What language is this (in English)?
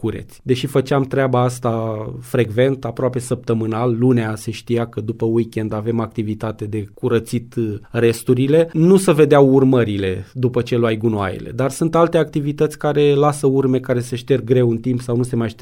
Romanian